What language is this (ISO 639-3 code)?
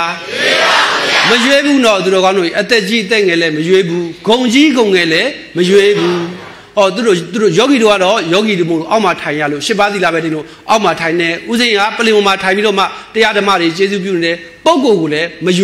mya